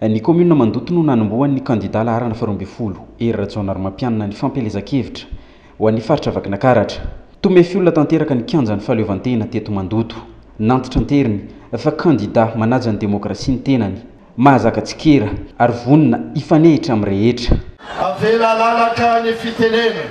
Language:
Malagasy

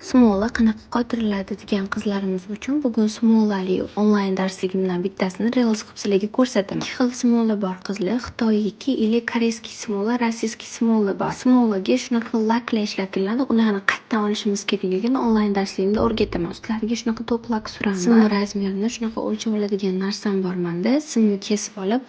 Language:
Uzbek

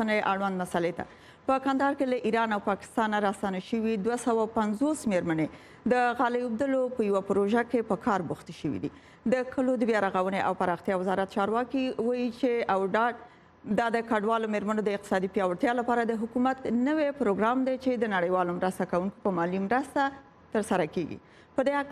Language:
Pashto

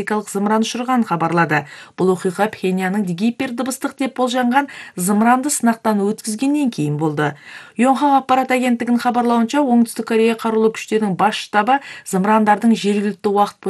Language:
Kyrgyz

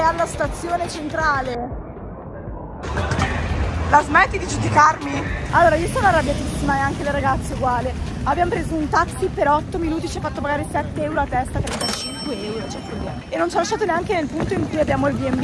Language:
Italian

